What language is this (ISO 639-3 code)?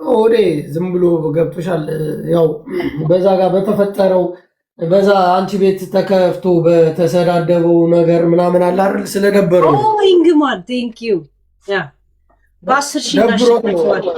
amh